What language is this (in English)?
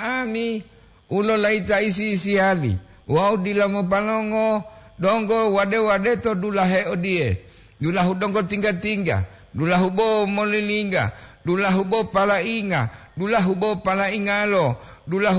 Gorontalo